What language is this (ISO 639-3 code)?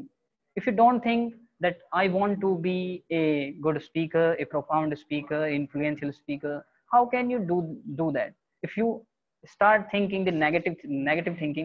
eng